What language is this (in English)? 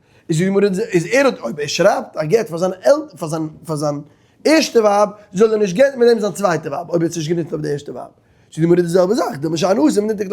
Yiddish